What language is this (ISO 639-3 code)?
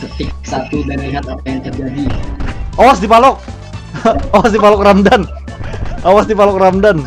bjn